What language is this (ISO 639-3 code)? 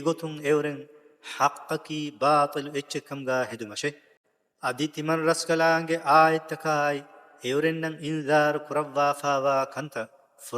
div